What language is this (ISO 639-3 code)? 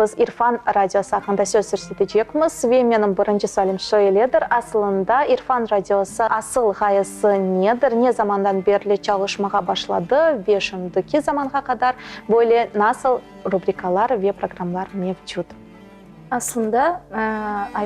crh